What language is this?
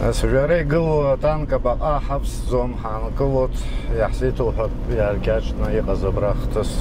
Abkhazian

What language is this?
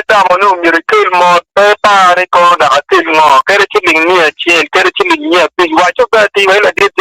Acoli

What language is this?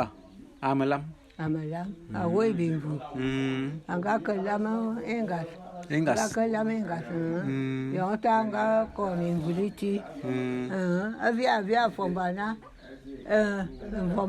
Bulu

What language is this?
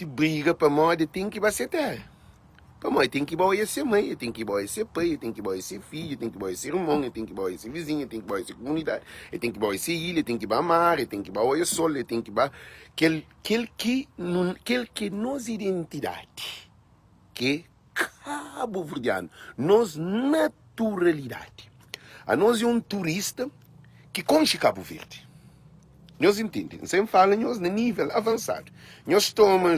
Kabuverdianu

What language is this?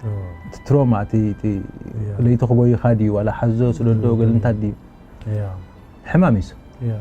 Tigrinya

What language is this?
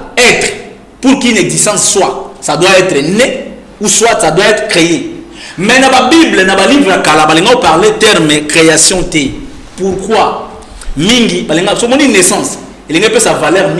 Lingala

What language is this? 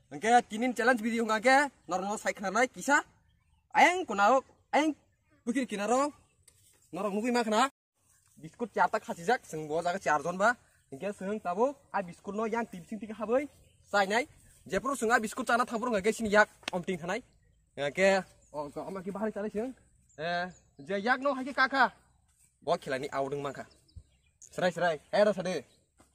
Kok Borok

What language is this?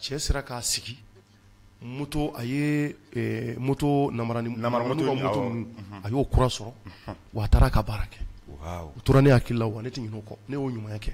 Bambara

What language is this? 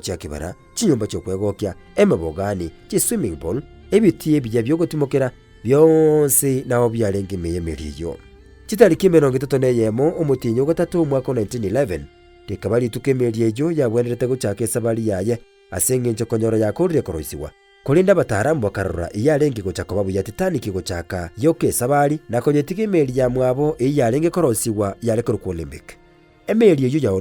Gusii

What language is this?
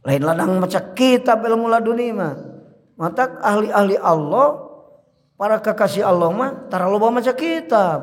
Sundanese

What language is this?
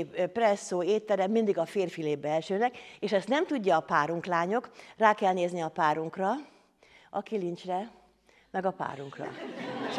Hungarian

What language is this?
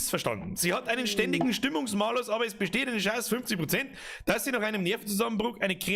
Bavarian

